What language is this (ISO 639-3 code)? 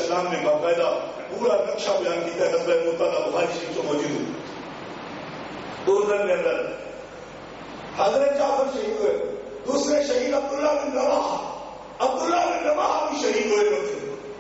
urd